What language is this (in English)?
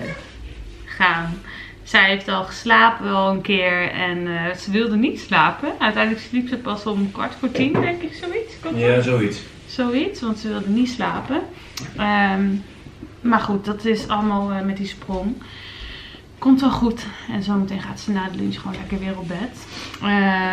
Dutch